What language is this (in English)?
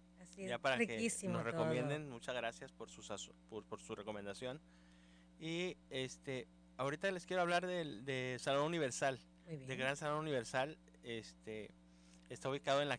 Spanish